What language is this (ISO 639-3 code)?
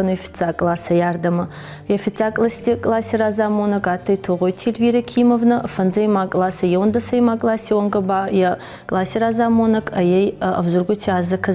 oss